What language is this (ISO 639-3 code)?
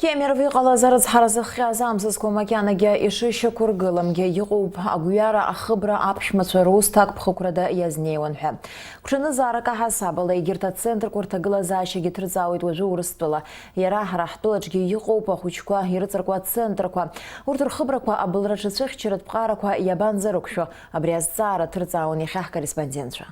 abk